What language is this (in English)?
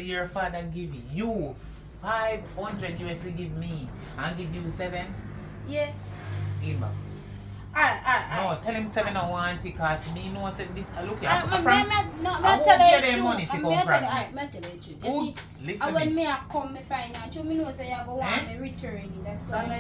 Jamaican Creole English